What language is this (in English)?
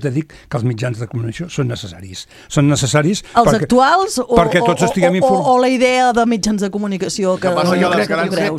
Catalan